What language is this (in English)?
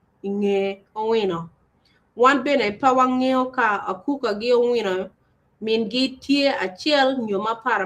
Acoli